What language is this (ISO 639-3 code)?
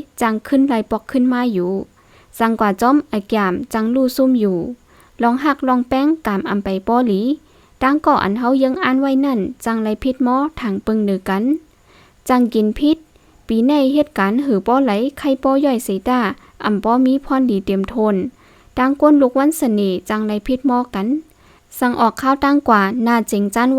shn